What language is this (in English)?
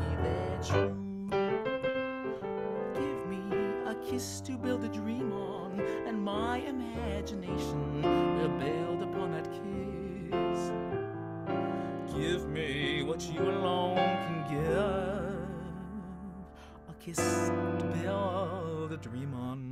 English